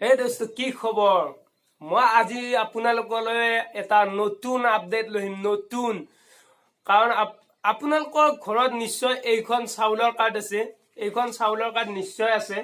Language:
Assamese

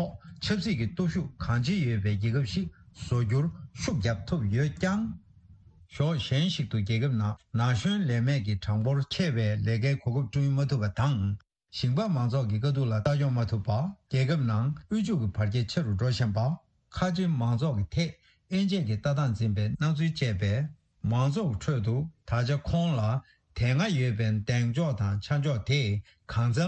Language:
Tibetan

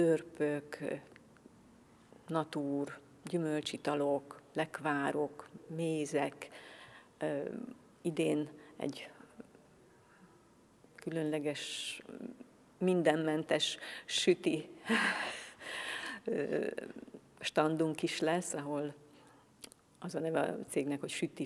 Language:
Hungarian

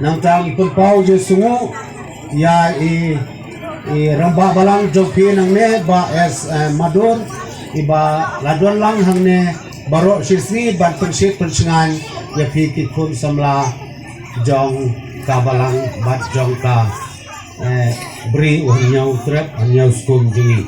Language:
Khasi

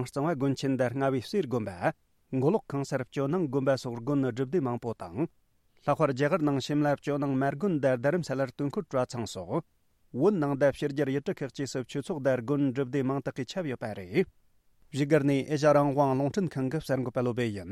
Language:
Tibetan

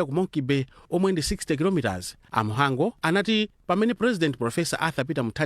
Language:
Nyanja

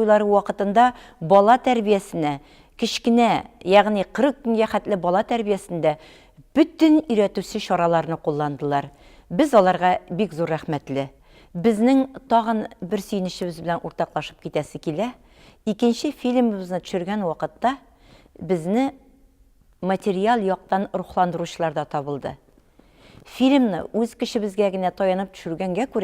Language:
Tatar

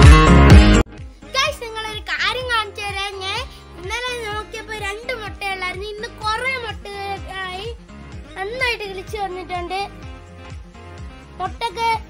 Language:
Malayalam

